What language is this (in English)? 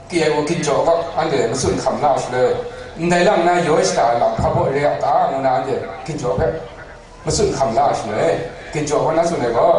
Kachin